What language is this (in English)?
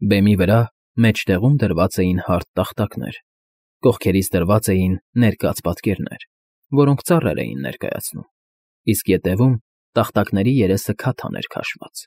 Armenian